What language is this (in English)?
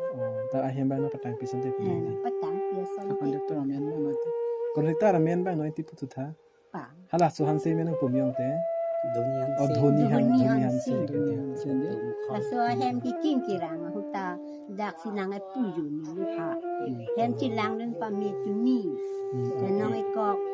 Karbi